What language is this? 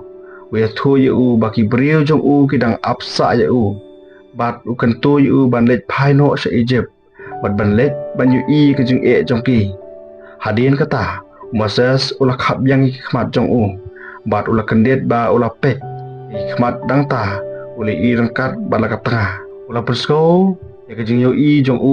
Khasi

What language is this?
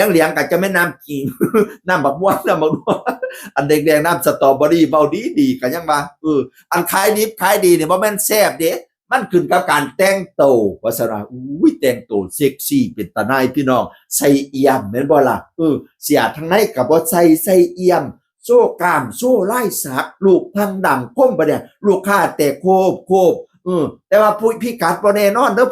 Northeastern Thai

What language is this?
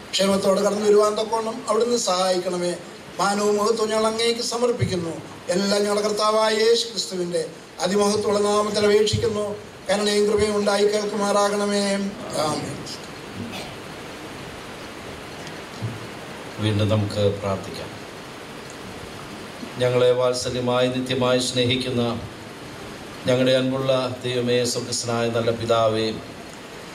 Malayalam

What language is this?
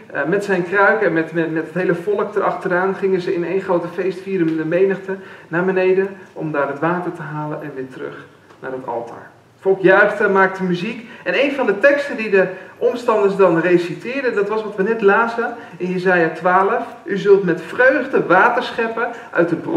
Dutch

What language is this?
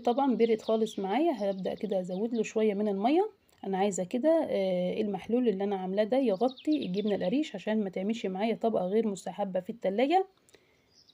Egyptian Arabic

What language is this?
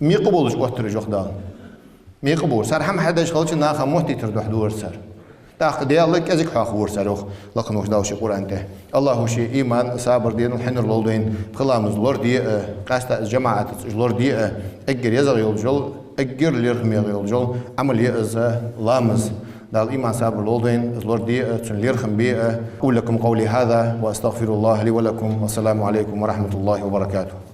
Ingush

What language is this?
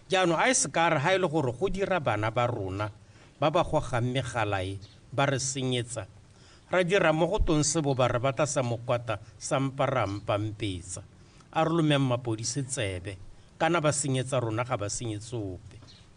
Tswana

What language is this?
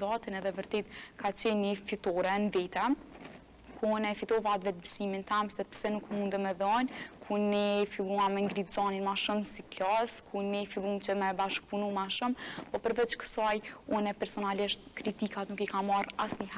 Albanian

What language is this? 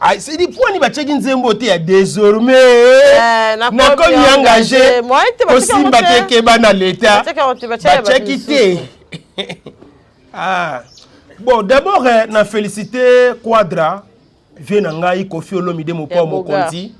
Lingala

